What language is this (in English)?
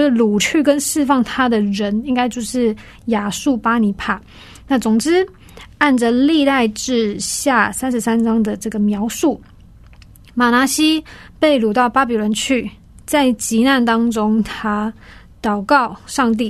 Chinese